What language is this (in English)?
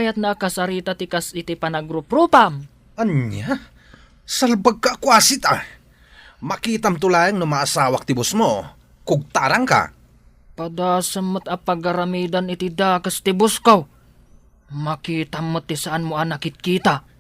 Iloko